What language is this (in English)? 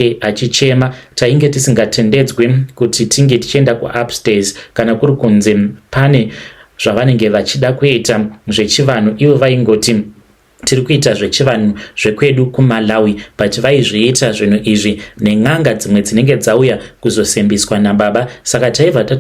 Shona